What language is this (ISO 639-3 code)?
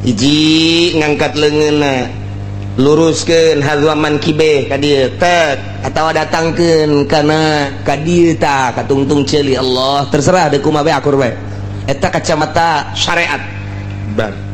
sun